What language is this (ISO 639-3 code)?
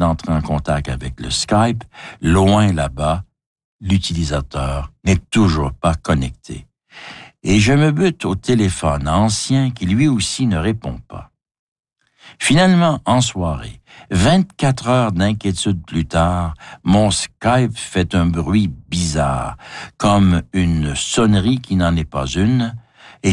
fra